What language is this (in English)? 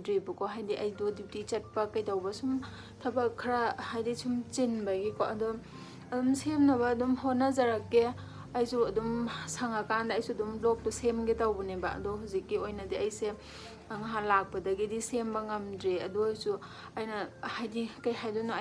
Manipuri